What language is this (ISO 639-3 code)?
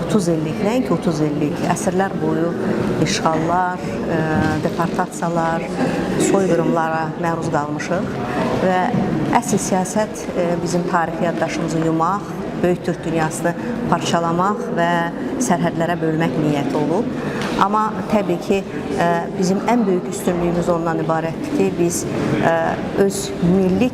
aze